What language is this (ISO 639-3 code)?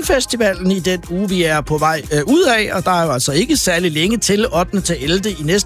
dan